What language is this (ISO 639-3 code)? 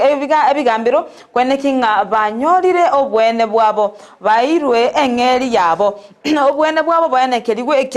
guz